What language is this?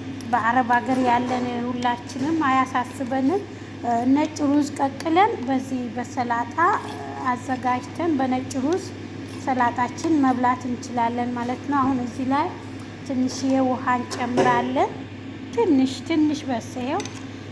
Amharic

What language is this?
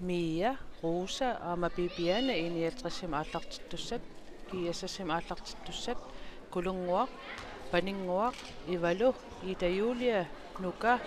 Kalaallisut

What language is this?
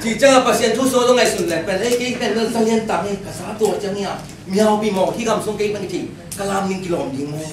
Tedim Chin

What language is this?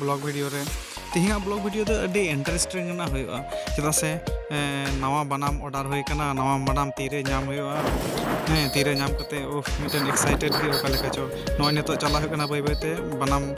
Santali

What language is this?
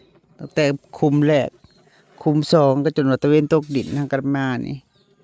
Northeastern Thai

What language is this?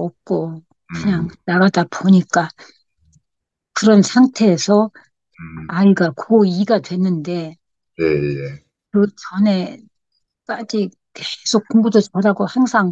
Korean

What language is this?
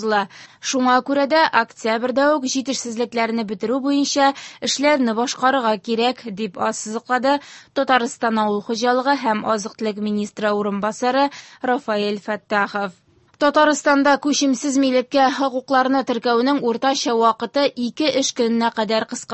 Tatar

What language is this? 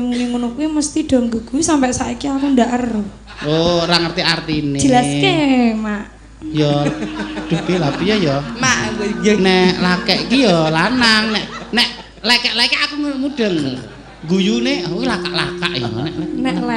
Javanese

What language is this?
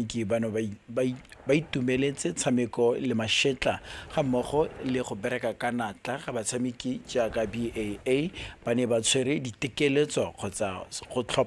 Tswana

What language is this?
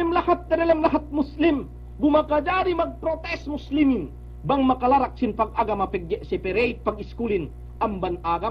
Yakan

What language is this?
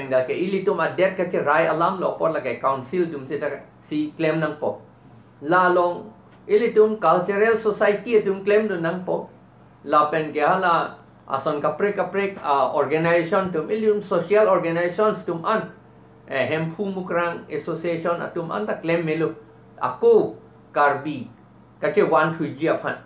Karbi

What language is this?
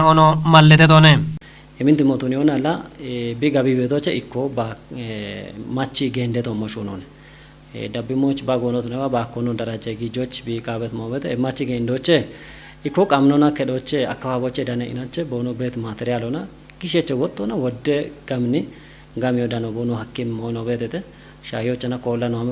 Kafa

